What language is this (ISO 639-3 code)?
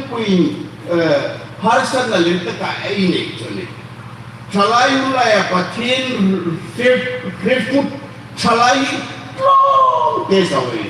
hmr